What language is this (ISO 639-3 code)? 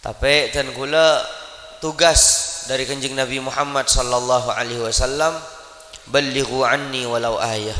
mad